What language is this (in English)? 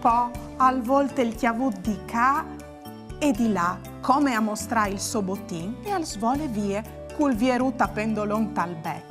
Friulian